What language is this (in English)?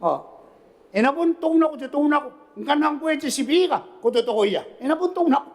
Gilbertese